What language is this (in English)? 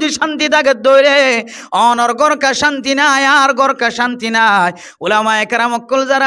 Rohingya